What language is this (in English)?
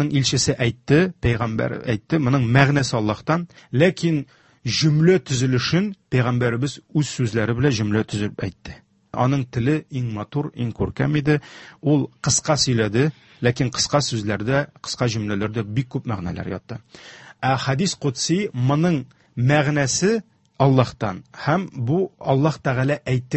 Tatar